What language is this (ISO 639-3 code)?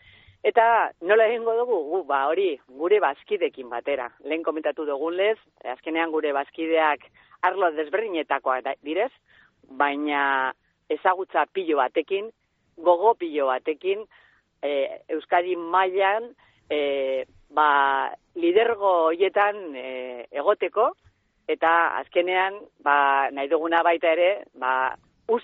eus